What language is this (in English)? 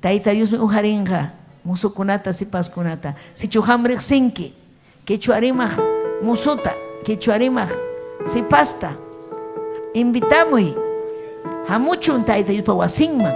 Ayacucho Quechua